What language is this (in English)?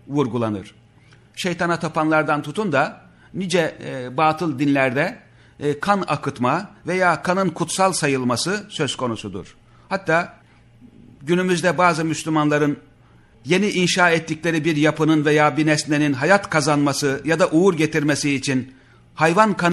Turkish